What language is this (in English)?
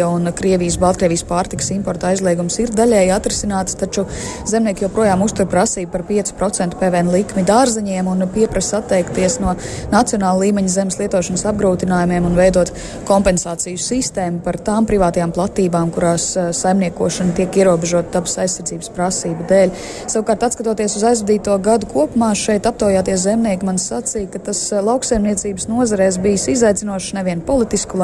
Latvian